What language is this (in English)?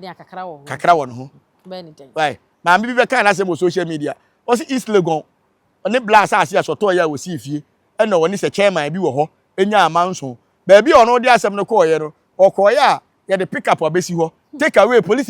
Akan